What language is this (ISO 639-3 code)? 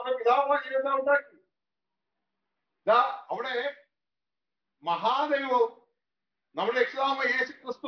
mal